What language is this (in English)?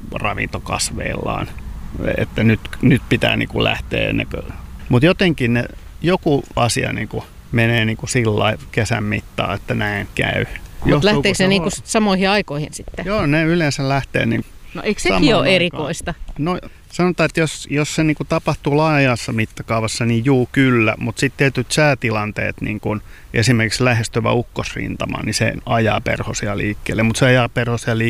Finnish